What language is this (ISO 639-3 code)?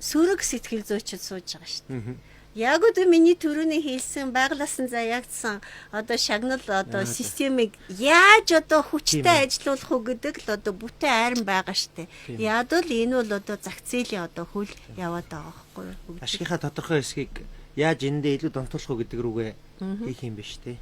mon